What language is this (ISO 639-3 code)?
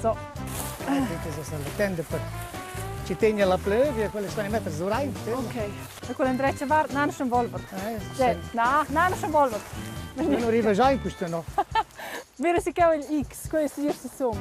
roh